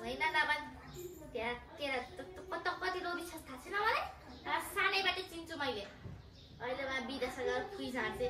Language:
Nepali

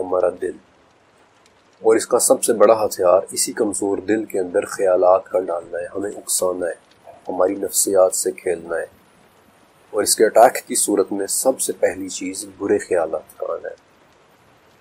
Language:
Urdu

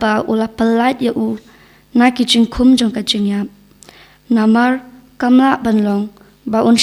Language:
Khasi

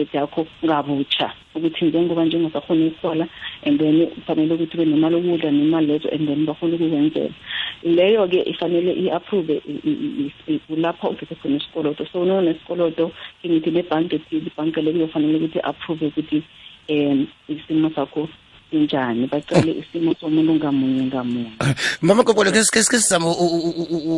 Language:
South Ndebele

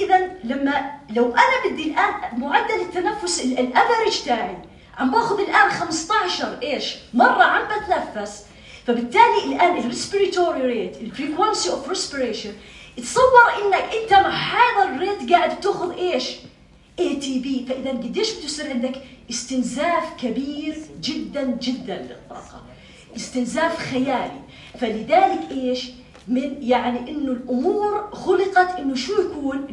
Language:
North Levantine Arabic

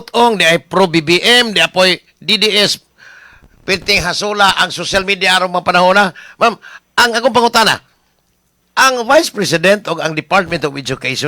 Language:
Cebuano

